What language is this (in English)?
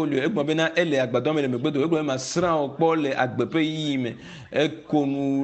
Ewe